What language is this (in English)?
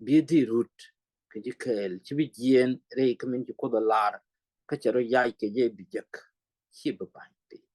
Nuer